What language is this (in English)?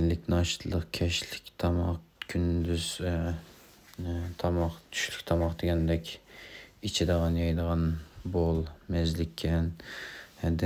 Uyghur